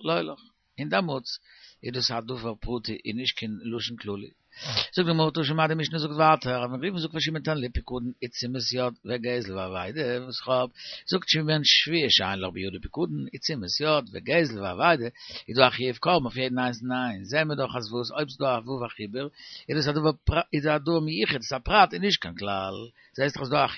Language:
Yiddish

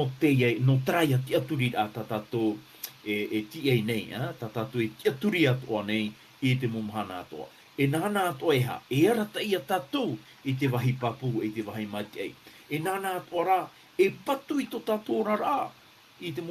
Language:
Tahitian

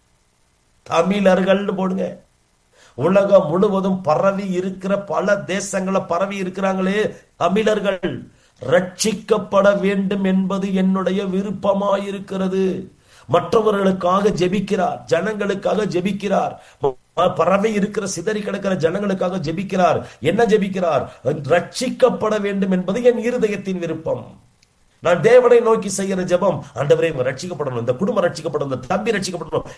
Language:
Tamil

